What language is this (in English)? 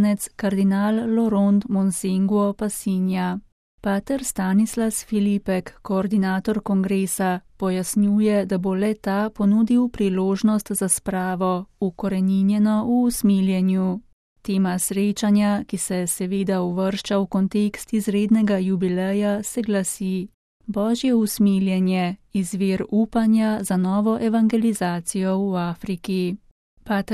Slovenian